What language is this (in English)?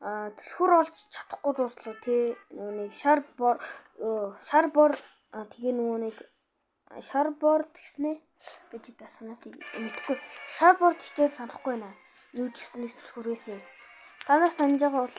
Mongolian